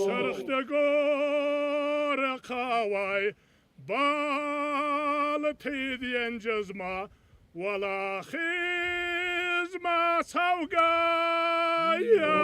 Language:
Ossetic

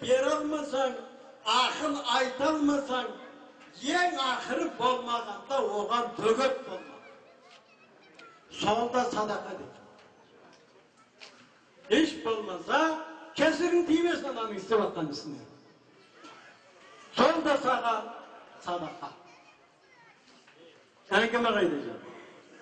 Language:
Kazakh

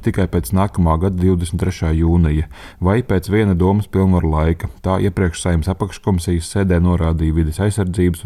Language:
Latvian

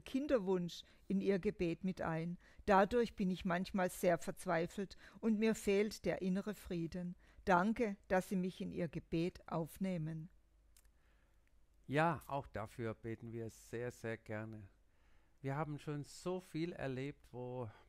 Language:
German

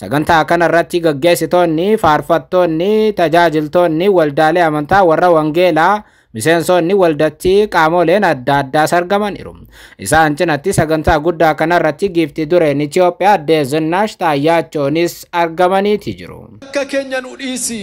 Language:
Oromo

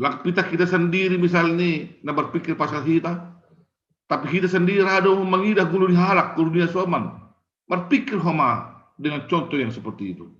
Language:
Batak Simalungun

